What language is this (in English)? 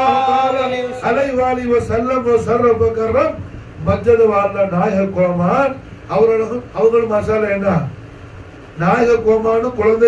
Tamil